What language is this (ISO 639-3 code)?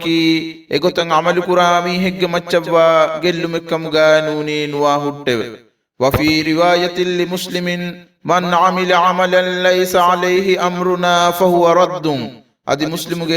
div